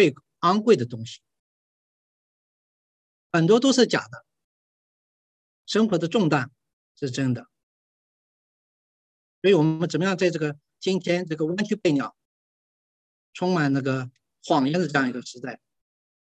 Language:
Chinese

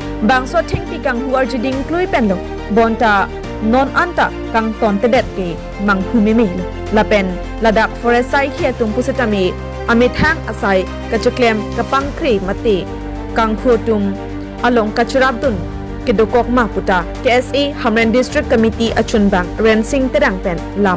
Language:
Karbi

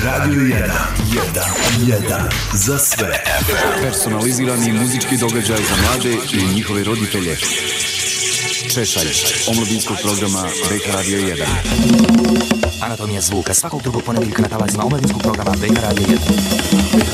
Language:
Bosnian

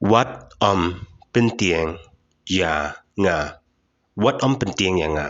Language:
Khasi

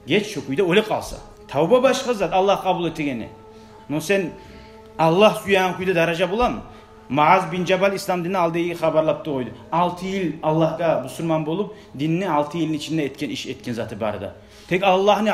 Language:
Kumyk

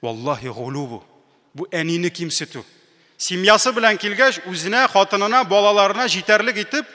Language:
Tatar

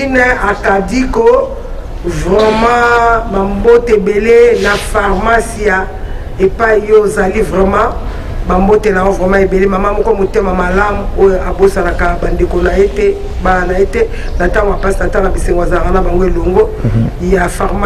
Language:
Lingala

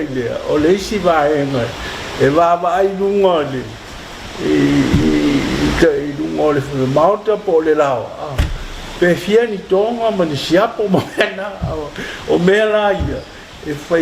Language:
Samoan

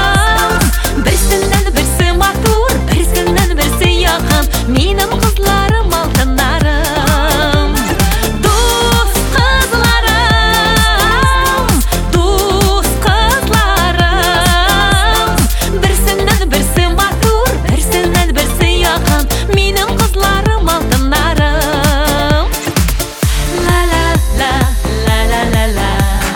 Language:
Tatar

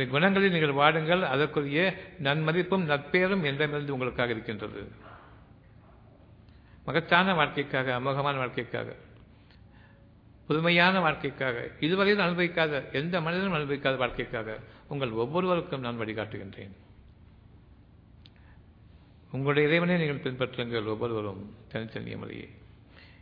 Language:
Tamil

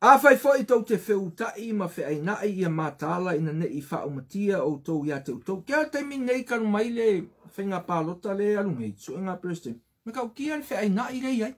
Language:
Samoan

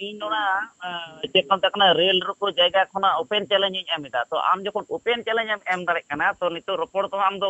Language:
Santali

